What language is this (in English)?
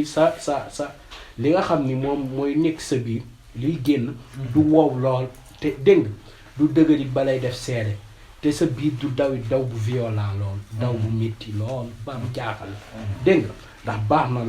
Wolof